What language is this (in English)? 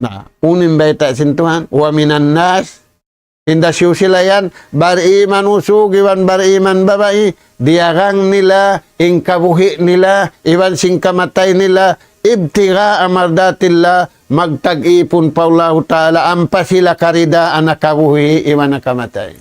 Tausug